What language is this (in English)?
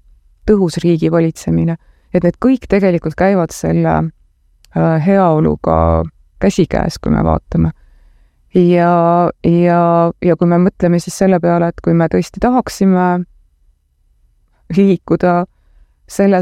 Estonian